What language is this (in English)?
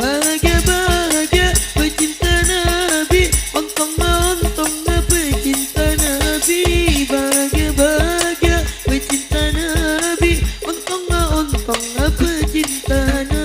Madurese